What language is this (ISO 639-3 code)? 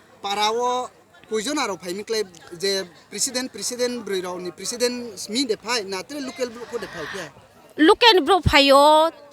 ria